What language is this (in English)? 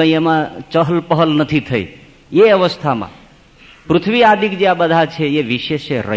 Gujarati